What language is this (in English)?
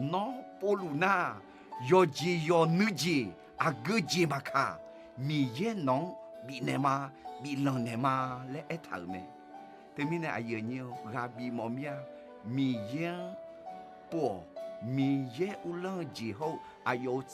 Akha